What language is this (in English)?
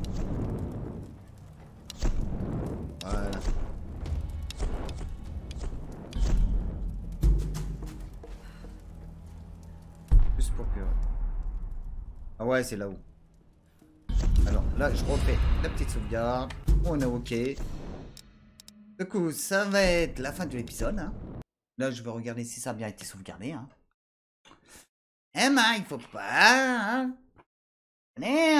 French